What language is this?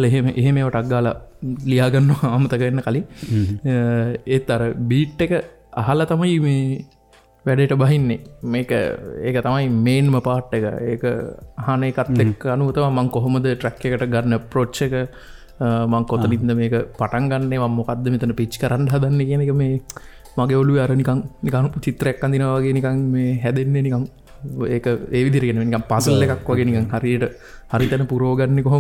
Sinhala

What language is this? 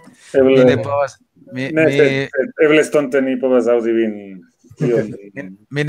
Esperanto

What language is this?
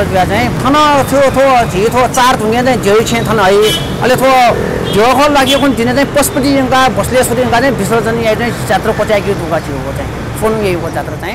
Newari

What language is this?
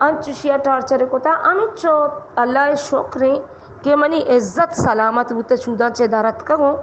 Baluchi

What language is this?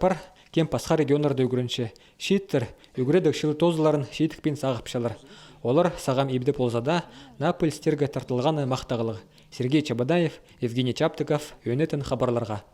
Khakas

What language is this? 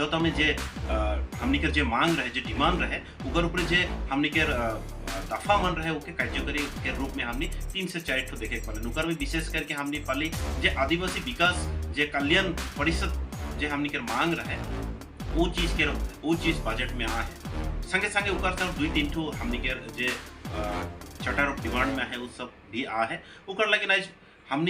Sadri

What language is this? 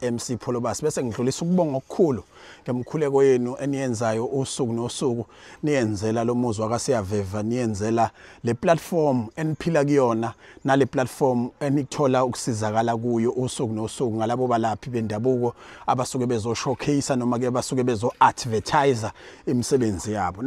Zulu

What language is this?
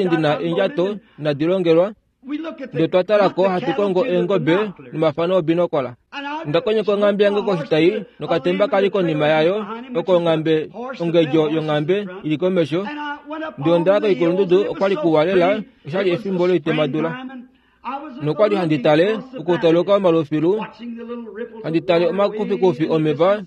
Kuanyama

